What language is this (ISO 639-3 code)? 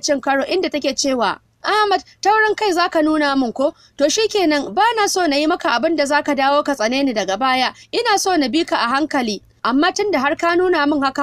hau